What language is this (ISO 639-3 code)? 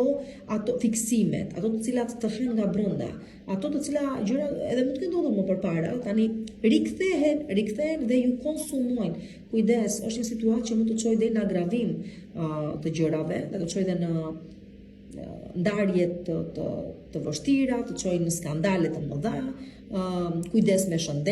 sqi